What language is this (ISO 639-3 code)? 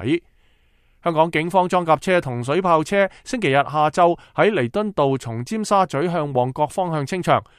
yue